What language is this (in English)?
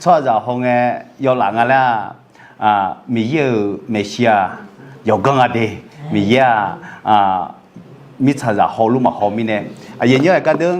Akha